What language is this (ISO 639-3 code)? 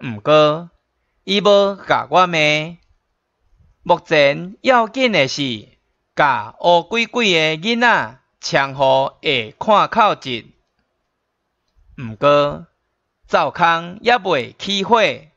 nan